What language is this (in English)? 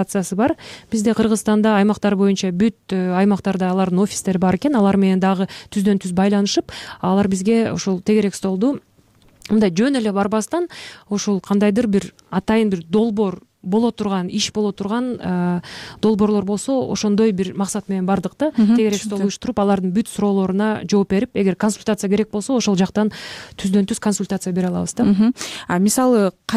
Kyrgyz